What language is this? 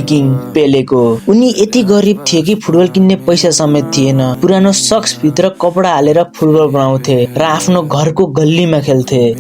Nepali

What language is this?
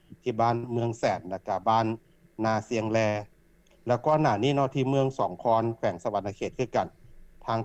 Lao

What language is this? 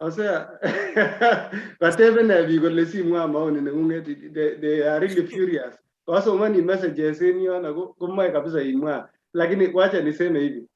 Kalenjin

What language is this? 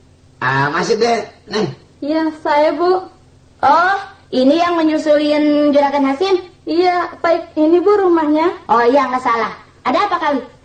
Betawi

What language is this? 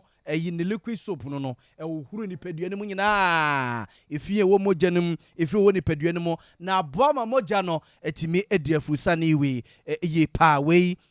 Akan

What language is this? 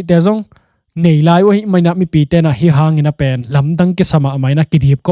Tedim Chin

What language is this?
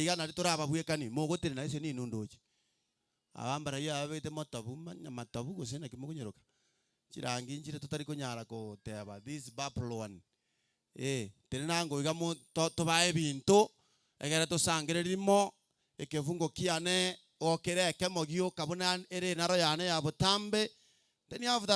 Gusii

